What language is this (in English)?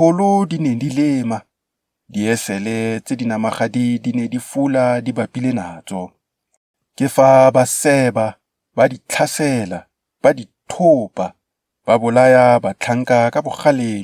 Tswana